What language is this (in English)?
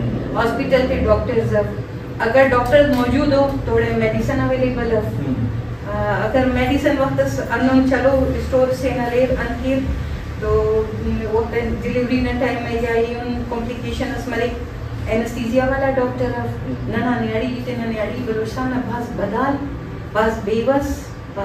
Brahui